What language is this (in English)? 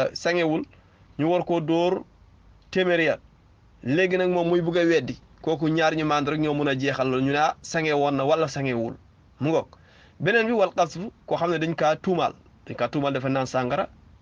Wolof